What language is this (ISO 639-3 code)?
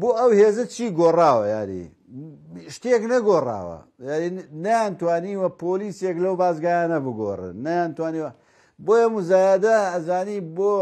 ckb